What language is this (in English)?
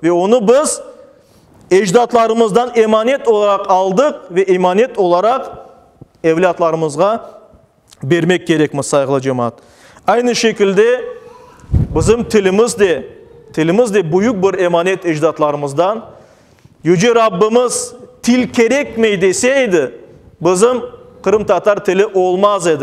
Crimean Tatar